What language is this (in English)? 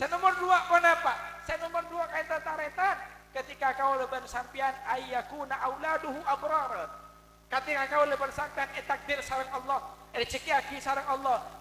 Madurese